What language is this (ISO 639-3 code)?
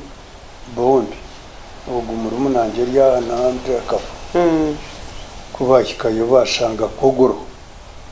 nyn